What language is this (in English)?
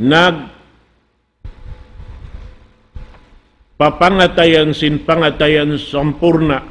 Tausug